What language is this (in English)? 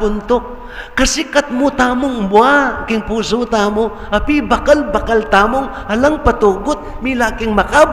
Pampanga